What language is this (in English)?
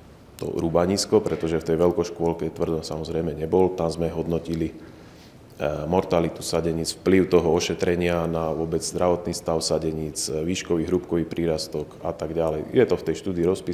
Slovak